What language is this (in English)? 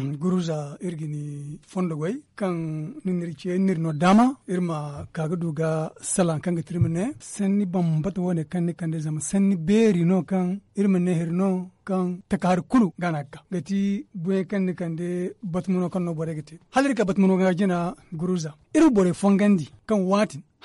Zarma